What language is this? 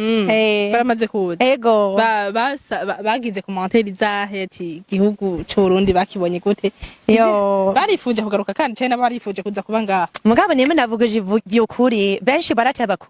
Rundi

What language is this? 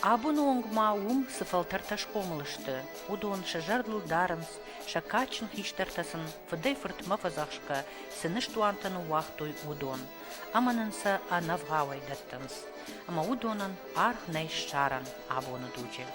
Ossetic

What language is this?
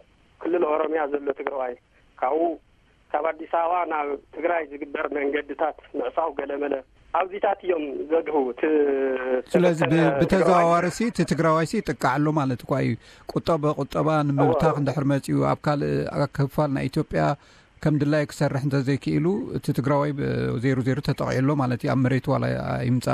Tigrinya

